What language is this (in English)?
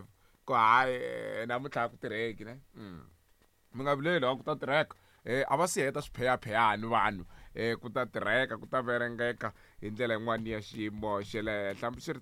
Tsonga